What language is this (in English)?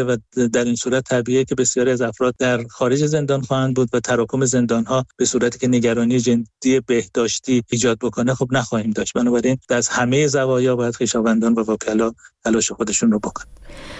Persian